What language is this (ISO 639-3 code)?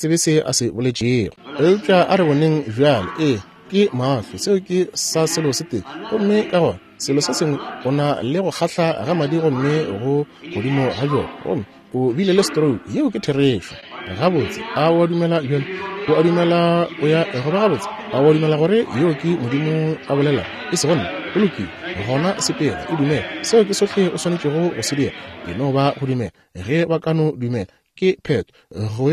nso